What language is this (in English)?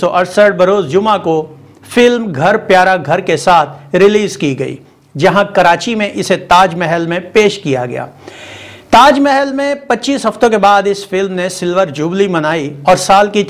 Urdu